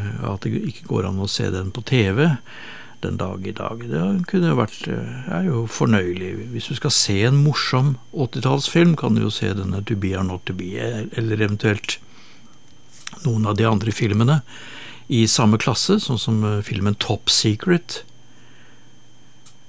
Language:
Norwegian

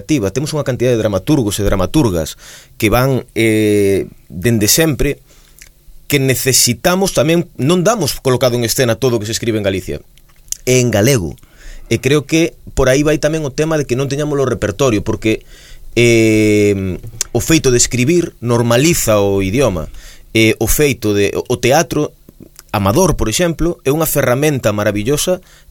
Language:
Galician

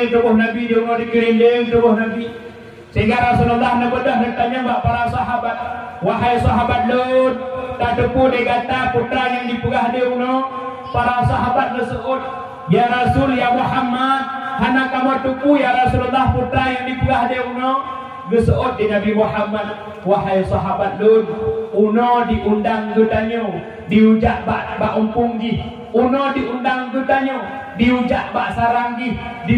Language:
Achinese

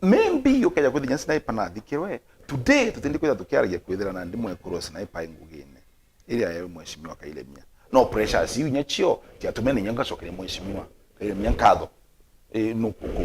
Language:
Meru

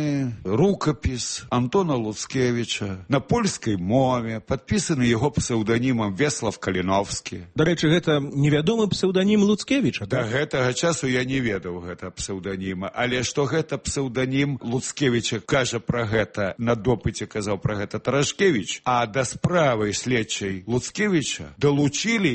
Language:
Belarusian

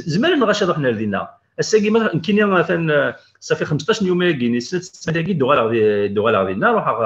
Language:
Kabyle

